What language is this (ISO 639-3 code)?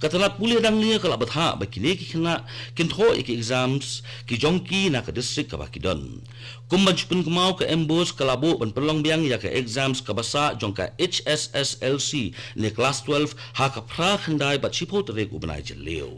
kha